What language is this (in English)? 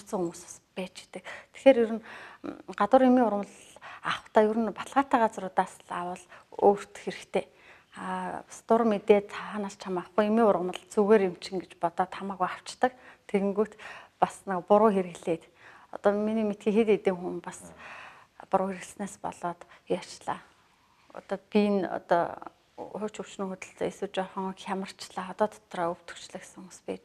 Mongolian